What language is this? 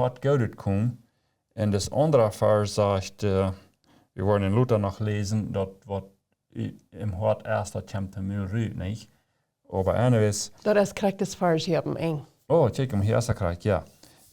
Plautdietsch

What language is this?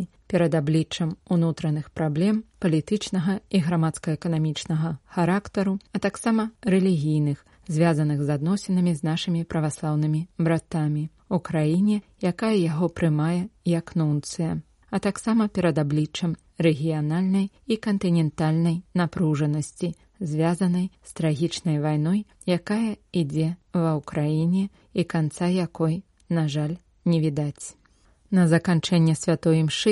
Belarusian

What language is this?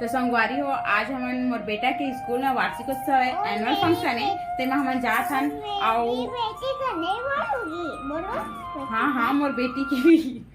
Chhattisgarhi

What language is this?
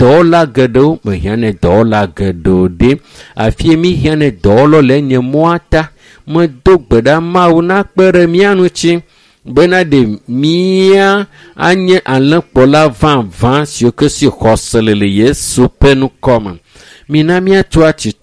Ewe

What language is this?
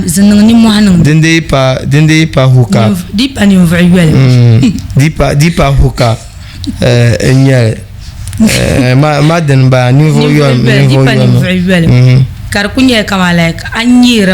Dagbani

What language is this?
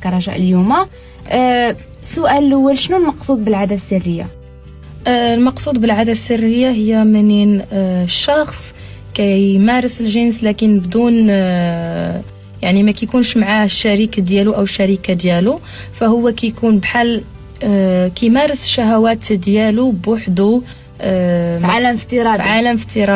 Moroccan Arabic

